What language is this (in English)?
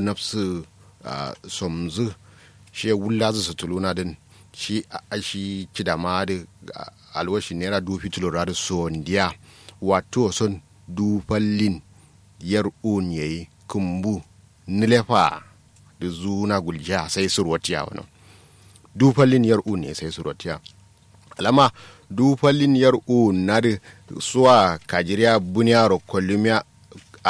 Kanuri